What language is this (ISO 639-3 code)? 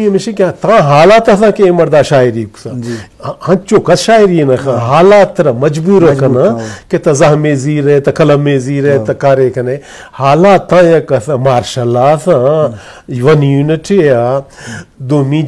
bal